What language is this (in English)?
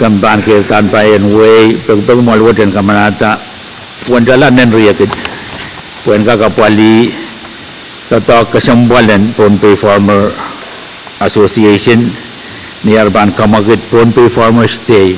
Pohnpeian